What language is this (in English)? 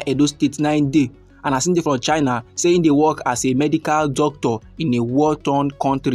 Nigerian Pidgin